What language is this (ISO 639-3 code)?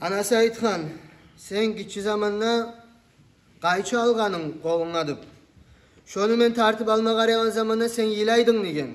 kum